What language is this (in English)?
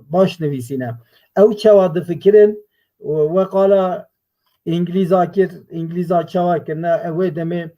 Kurdish